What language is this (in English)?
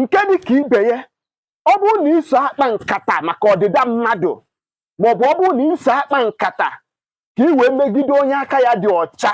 Igbo